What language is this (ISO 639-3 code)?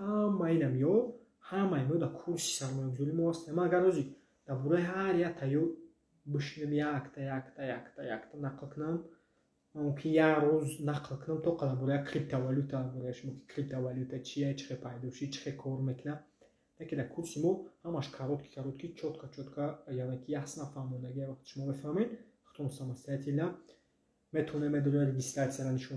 tgk